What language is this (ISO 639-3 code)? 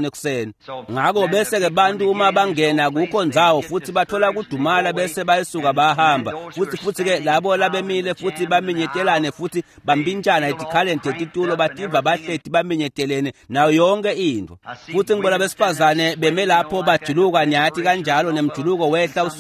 ssw